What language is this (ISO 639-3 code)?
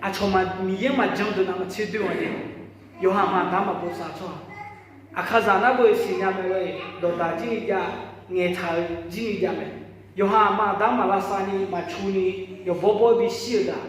ahk